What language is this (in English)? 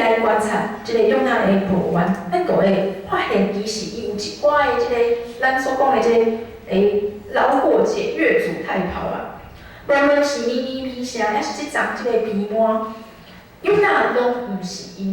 Min Nan Chinese